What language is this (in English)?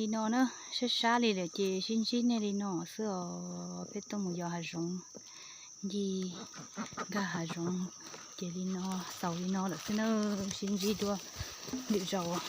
Hmong